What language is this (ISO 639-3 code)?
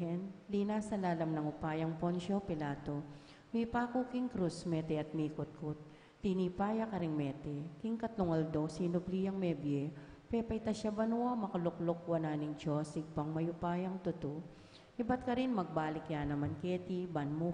pam